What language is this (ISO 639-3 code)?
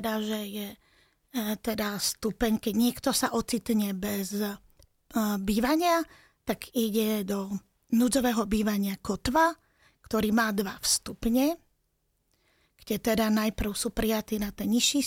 slk